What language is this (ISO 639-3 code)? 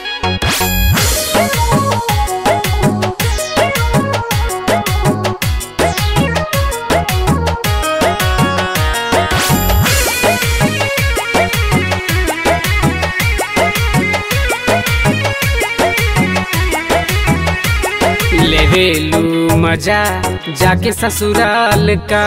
bho